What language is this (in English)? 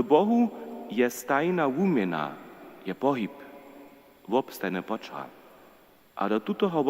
Upper Sorbian